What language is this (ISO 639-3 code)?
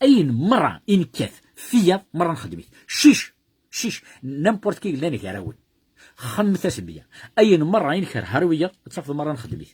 kab